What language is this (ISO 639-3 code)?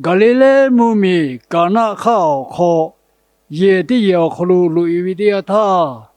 lhu